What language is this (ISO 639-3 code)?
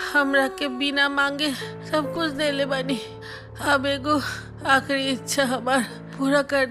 bho